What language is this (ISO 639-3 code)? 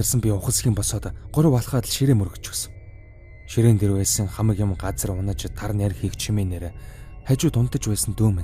mon